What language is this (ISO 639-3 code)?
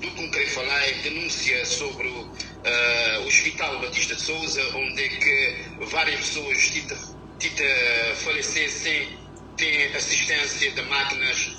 kea